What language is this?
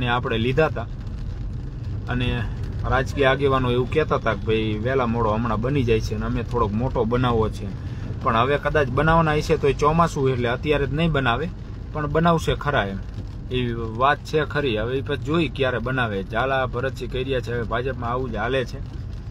Gujarati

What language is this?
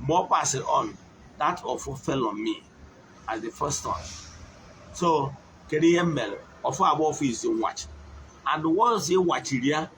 Igbo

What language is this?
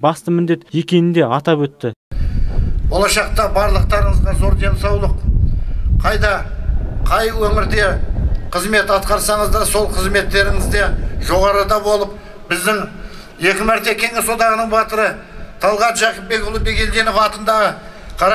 Kazakh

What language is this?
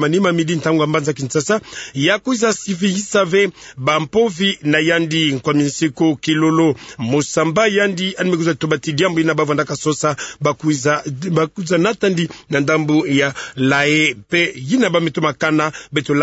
Kituba (Democratic Republic of Congo)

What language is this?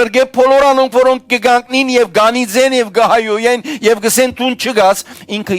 Western Armenian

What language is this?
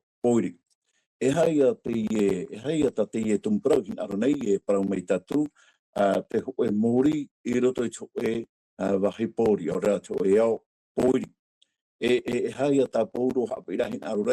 Tahitian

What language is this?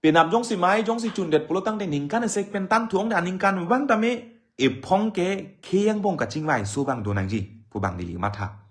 Karbi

